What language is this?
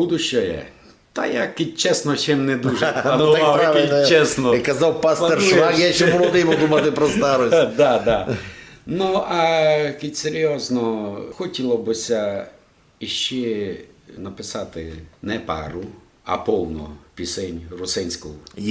Rusyn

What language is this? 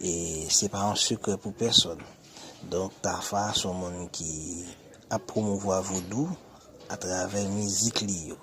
Haitian Creole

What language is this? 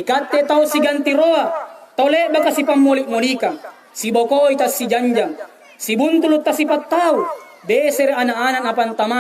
Makasar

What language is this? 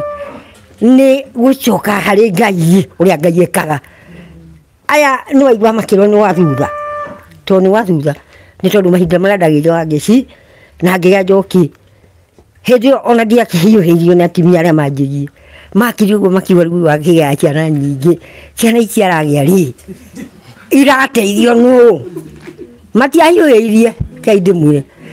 Kikuyu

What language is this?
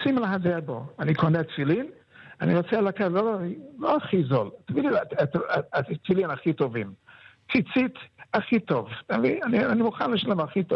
Hebrew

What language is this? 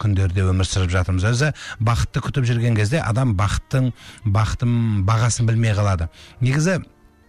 Kazakh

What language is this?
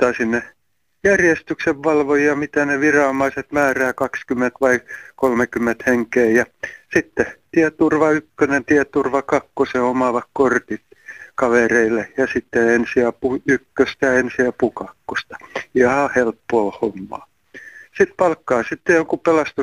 Finnish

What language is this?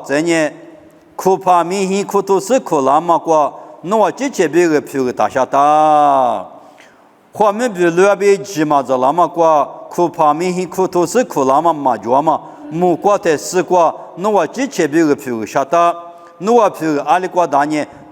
Lisu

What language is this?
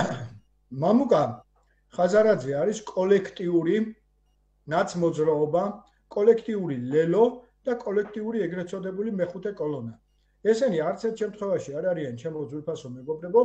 Georgian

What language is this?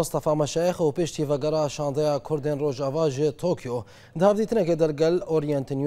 Kurdish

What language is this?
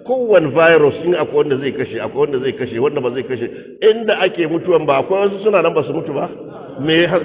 Hausa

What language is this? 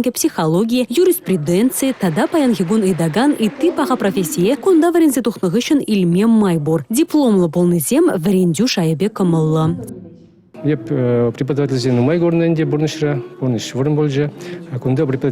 Chuvash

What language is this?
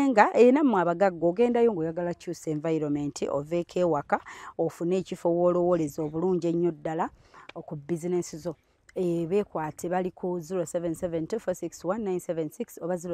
Ganda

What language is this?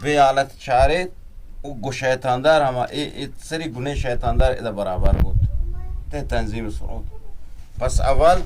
Eastern Balochi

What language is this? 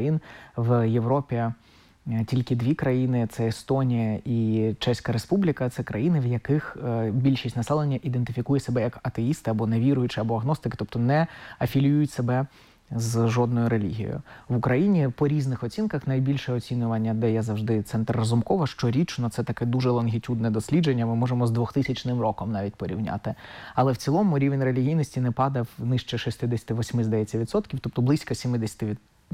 Ukrainian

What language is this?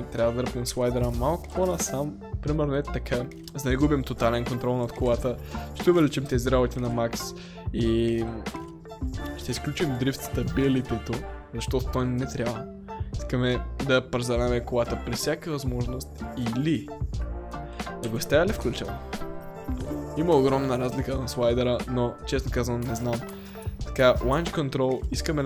Bulgarian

